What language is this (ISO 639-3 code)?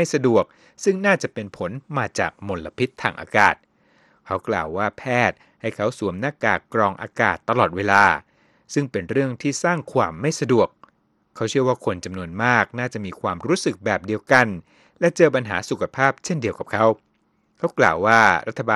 tha